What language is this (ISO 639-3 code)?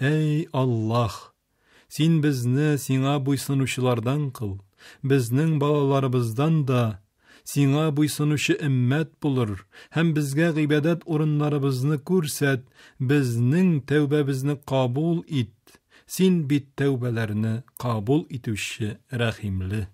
tat